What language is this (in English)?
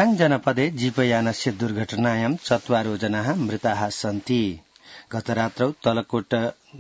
Sanskrit